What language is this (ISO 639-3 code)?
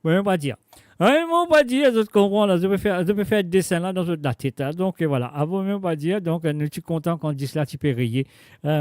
mfe